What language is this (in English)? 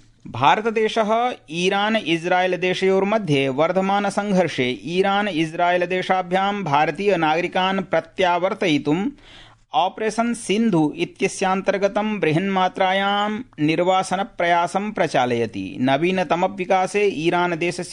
Sanskrit